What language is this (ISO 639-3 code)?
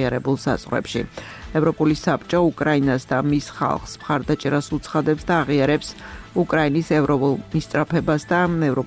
kat